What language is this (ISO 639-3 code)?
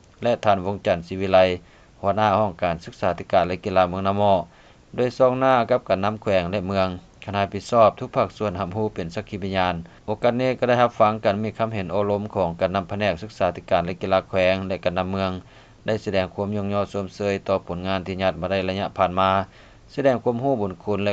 lao